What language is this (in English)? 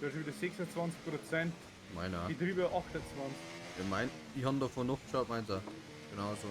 Bavarian